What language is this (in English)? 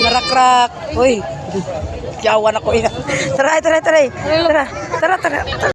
Cebuano